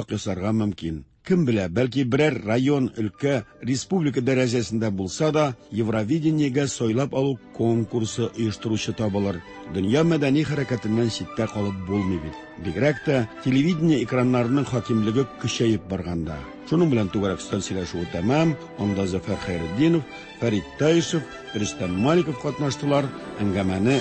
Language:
Tatar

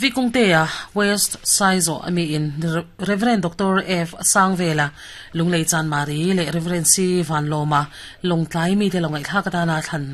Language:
Mizo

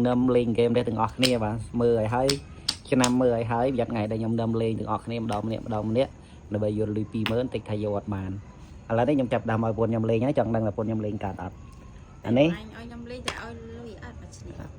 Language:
Khmer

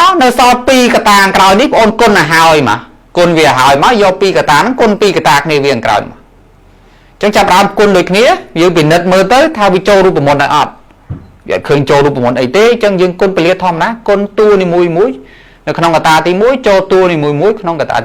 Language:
Khmer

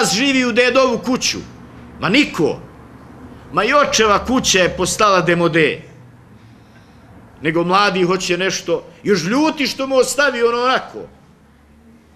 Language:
Bosnian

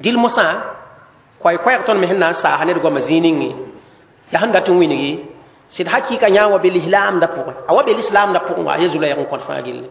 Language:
Mossi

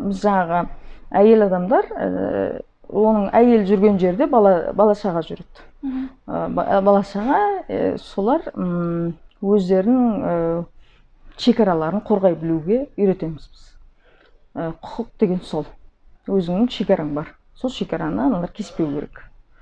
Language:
Kazakh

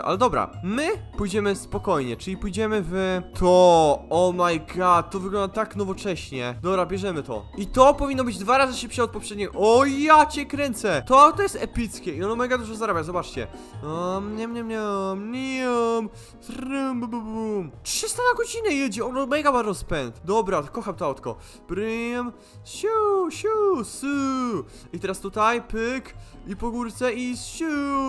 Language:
Polish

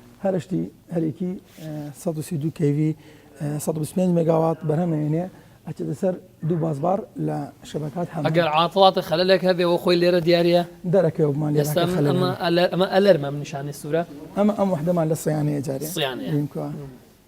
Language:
Central Kurdish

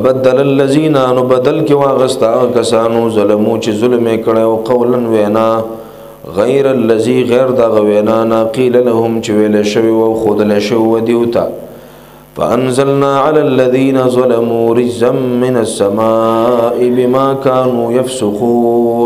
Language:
Pashto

